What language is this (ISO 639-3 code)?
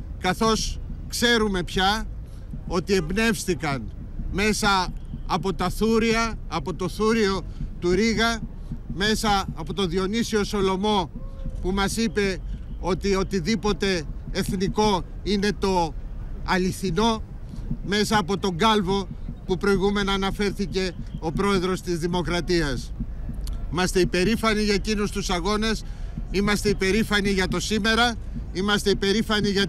ell